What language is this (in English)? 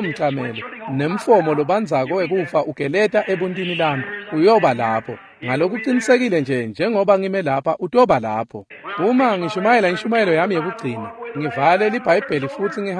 Swati